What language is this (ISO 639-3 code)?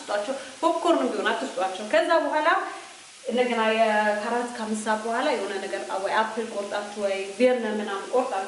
amh